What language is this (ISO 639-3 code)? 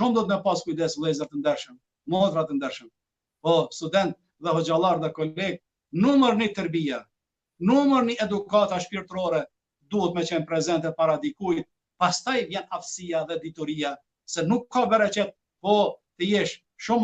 sqi